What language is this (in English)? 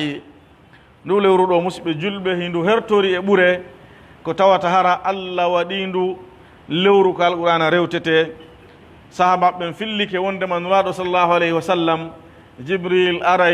Pular